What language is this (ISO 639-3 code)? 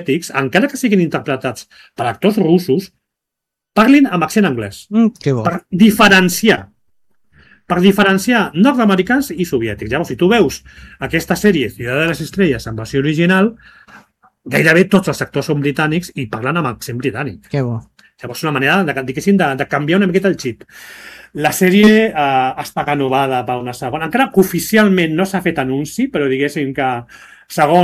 cat